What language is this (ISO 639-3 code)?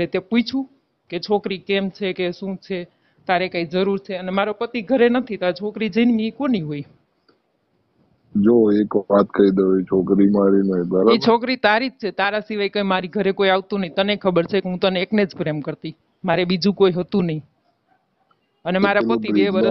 guj